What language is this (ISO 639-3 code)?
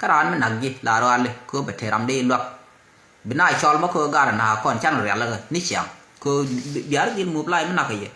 nus